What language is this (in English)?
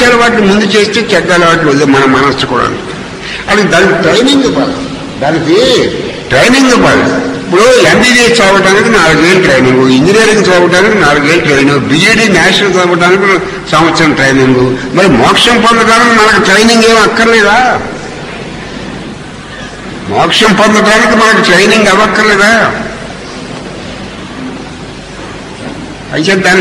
Telugu